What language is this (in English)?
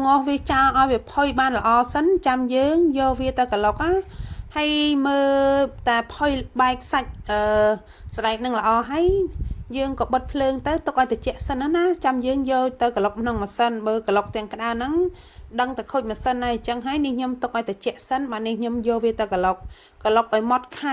Khmer